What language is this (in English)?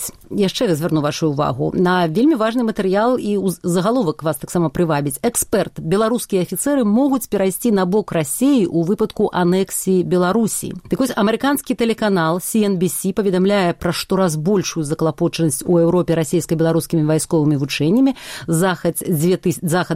Belarusian